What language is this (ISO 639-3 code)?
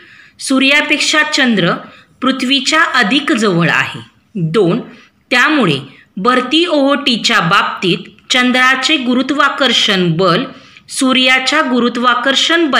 mar